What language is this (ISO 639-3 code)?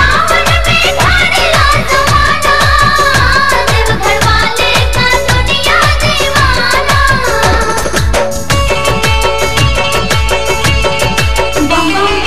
bho